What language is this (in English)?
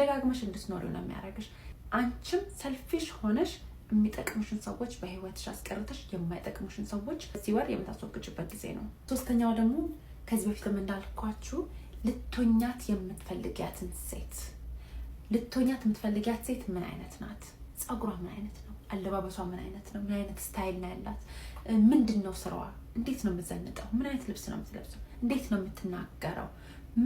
Amharic